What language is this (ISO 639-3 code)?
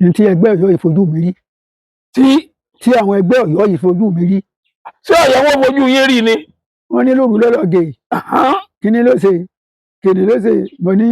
yor